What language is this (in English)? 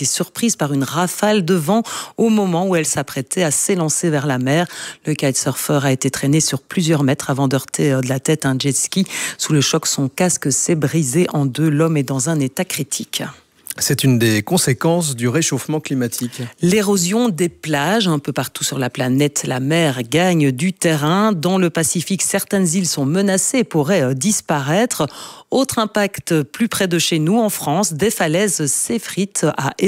French